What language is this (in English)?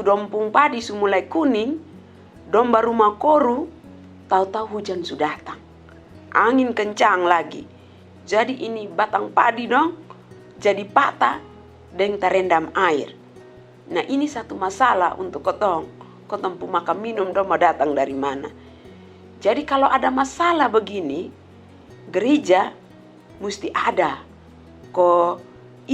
Kupang Malay